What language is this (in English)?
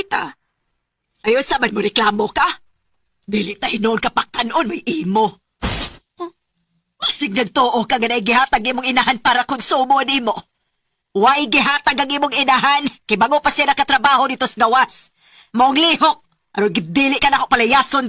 Cebuano